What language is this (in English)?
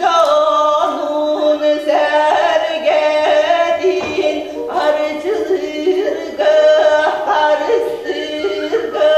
Yakut